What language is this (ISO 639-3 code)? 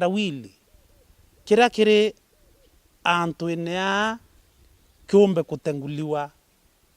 mer